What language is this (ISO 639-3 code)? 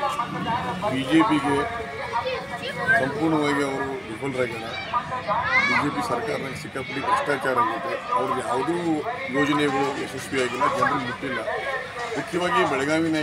kan